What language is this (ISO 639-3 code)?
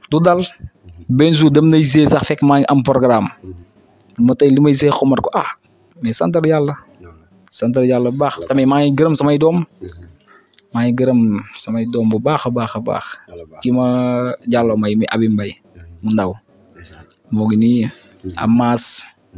wol